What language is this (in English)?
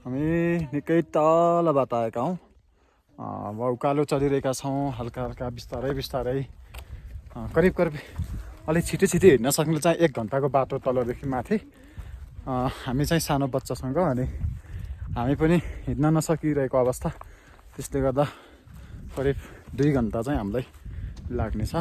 Nepali